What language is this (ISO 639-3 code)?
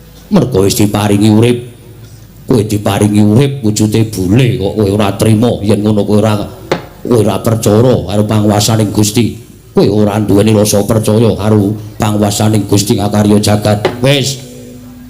jav